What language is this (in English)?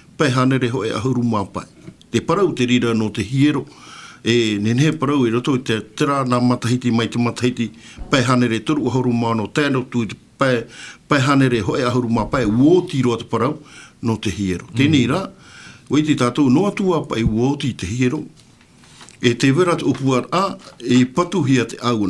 Tahitian